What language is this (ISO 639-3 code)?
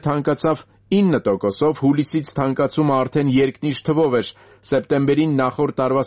hye